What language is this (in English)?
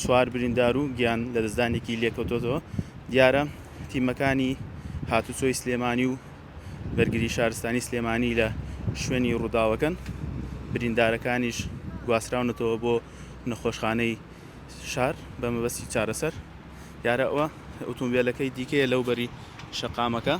Central Kurdish